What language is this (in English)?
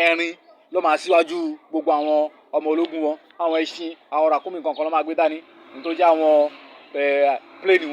Yoruba